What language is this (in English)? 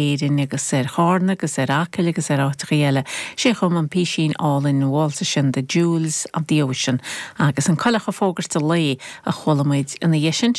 Irish